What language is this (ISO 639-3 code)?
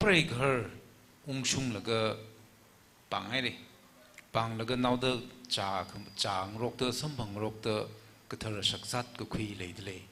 nmf